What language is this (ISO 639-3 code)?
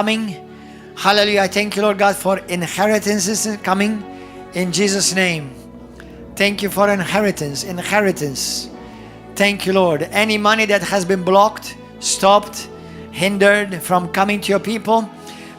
eng